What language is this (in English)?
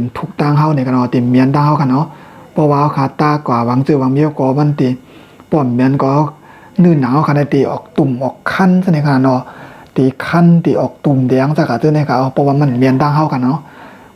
Shan